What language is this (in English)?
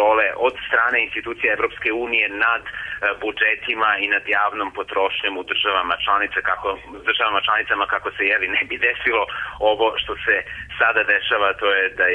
Serbian